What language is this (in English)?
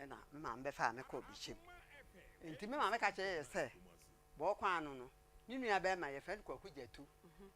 Akan